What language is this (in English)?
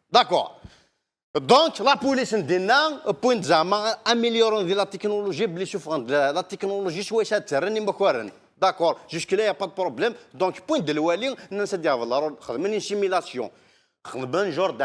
Kabyle